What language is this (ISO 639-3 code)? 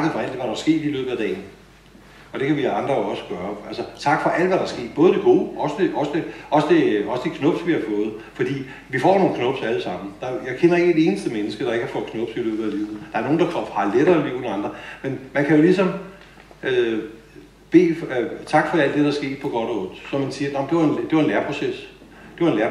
dan